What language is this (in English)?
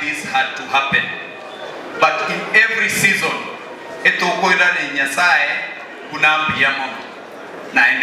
Gusii